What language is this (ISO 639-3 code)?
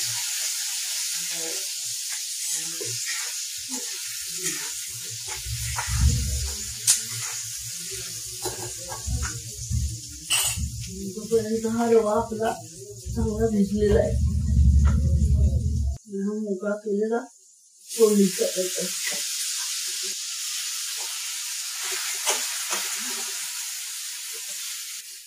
mar